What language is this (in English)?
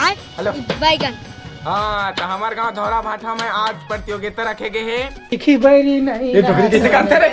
Chhattisgarhi